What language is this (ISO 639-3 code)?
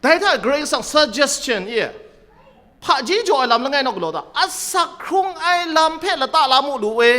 kac